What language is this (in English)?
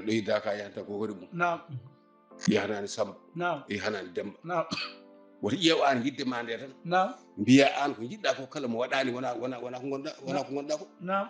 Fula